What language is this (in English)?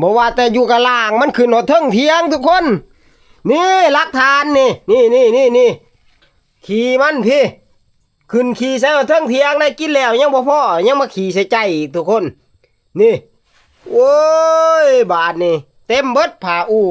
Northeastern Thai